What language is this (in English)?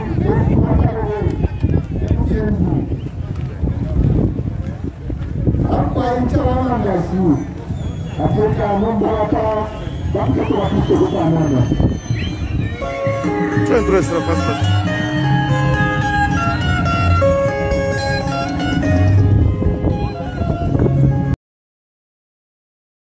Swahili